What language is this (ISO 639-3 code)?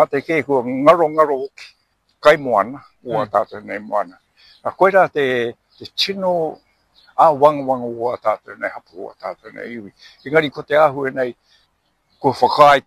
mri